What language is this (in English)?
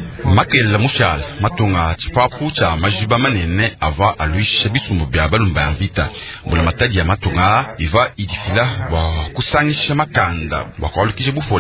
Luba-Lulua